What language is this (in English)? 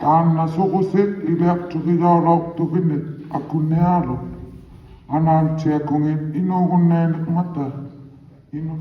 Inuktitut